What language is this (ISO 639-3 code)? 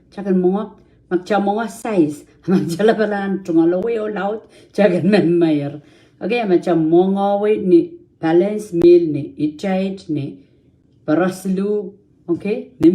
pon